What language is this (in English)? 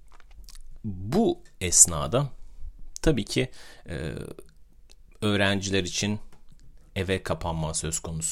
Turkish